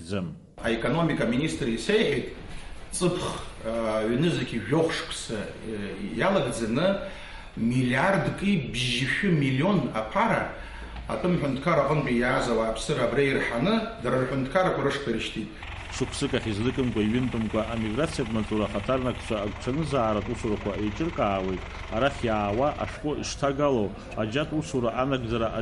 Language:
Abkhazian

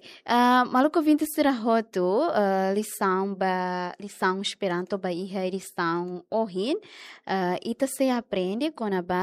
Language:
Tetum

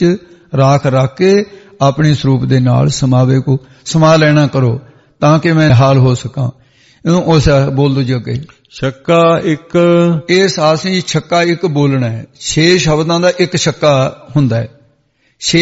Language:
Punjabi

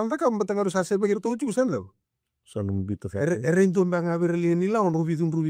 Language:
Fijian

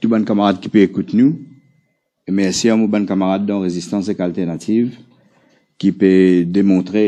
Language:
Morisyen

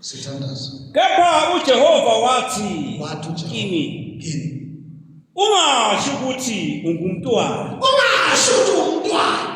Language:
Zulu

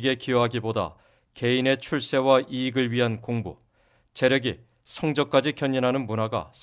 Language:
Korean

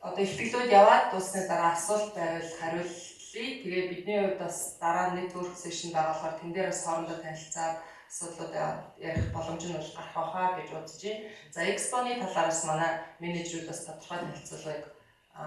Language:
Mongolian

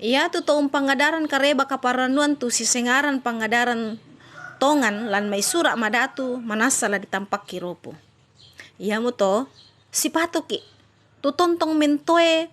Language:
Toraja-Sa'dan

